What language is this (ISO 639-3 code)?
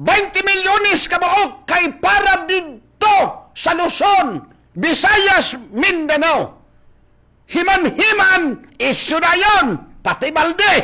ceb